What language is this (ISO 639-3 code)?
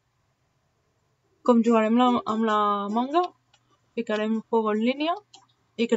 cat